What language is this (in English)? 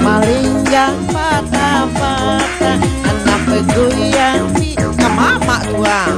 Minangkabau